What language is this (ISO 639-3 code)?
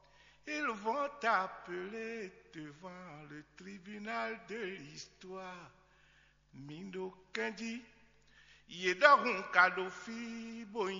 fon